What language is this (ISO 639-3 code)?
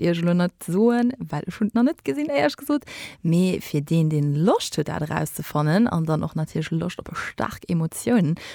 ltz